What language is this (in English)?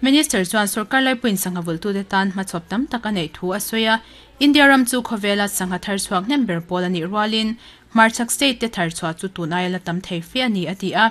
Mizo